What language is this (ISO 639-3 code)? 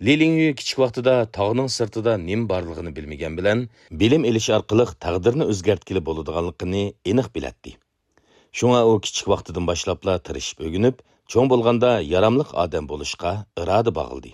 uig